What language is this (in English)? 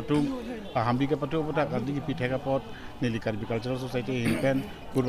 Karbi